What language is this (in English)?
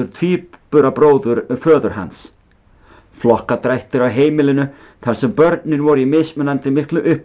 Icelandic